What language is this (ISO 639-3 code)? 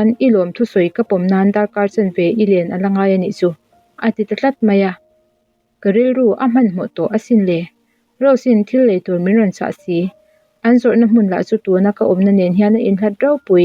lus